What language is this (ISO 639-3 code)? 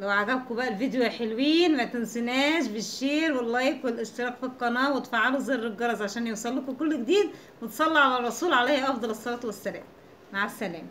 arz